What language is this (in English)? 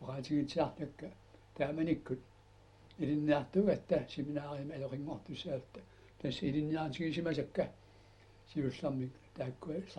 Kalaallisut